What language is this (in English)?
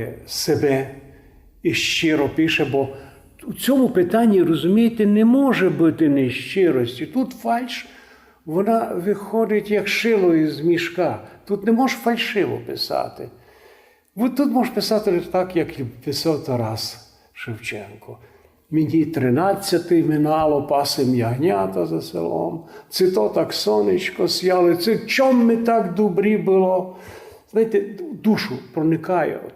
Rusyn